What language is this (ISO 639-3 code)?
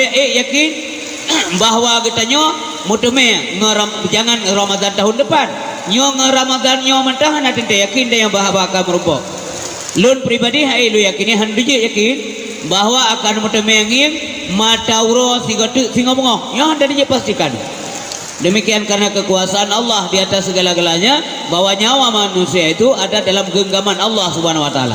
ace